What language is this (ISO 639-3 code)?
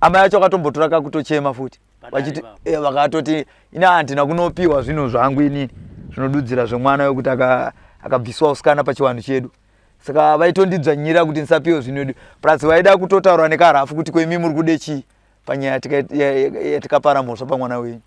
sna